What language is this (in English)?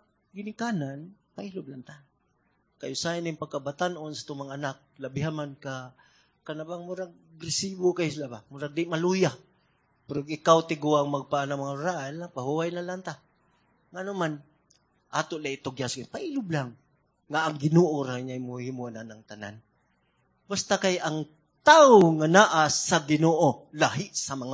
Cebuano